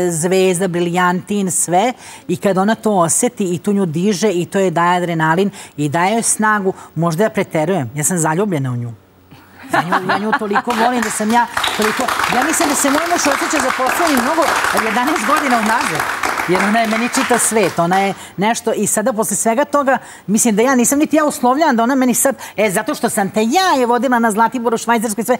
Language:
Serbian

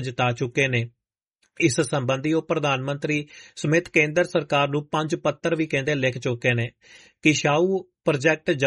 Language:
Punjabi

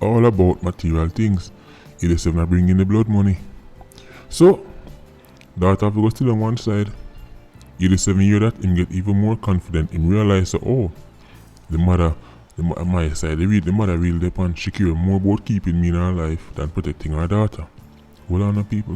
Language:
Jamaican Creole English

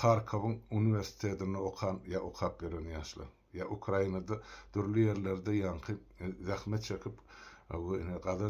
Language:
Turkmen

